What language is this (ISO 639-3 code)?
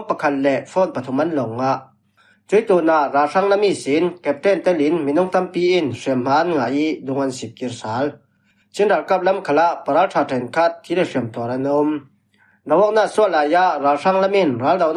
cfm